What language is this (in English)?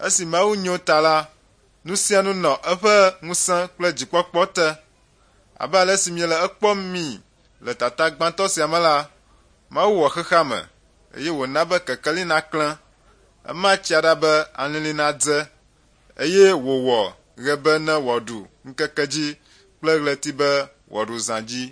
Ewe